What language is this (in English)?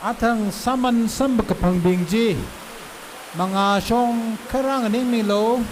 Tangkhul Naga (India)